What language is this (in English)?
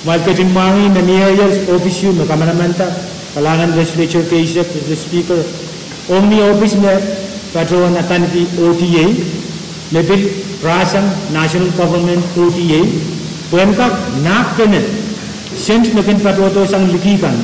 Pohnpeian